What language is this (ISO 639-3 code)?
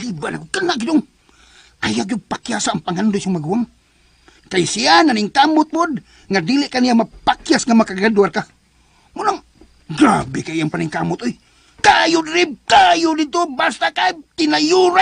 ceb